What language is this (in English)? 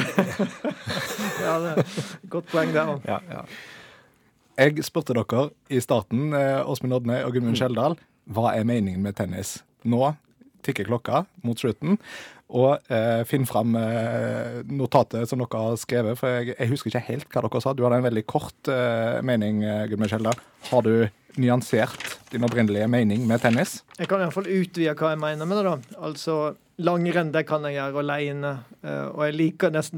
Norwegian